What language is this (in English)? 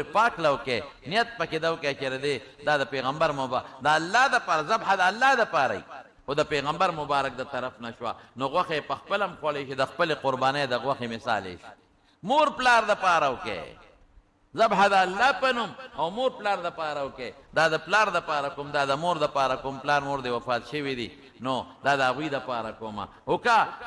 Pashto